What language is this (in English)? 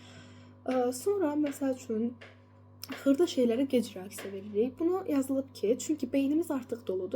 Azerbaijani